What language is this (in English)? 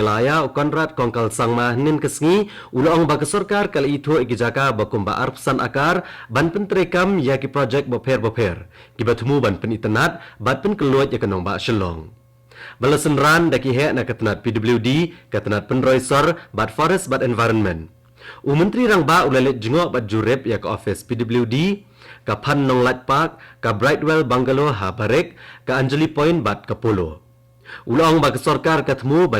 Khasi